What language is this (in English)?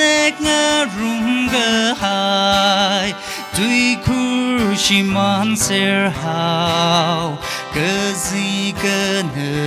Tangkhul Naga (India)